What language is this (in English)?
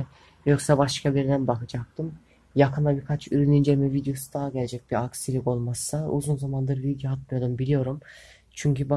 Turkish